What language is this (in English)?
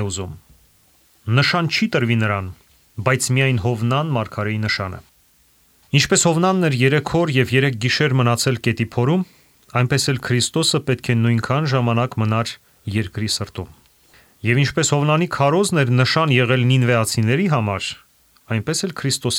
Armenian